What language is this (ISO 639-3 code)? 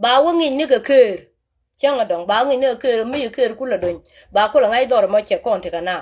nus